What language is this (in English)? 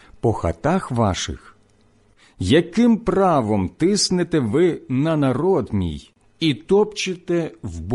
Ukrainian